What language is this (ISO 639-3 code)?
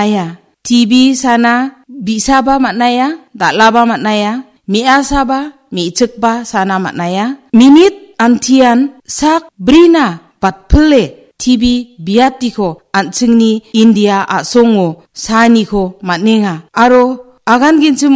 grt